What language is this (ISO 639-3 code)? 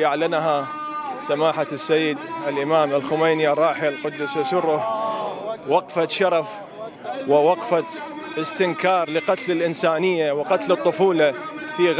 ara